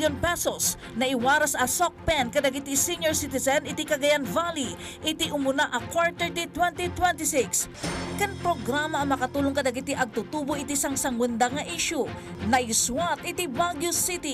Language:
Iloko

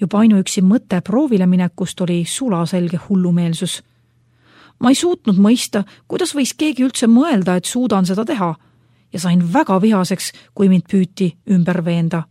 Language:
Estonian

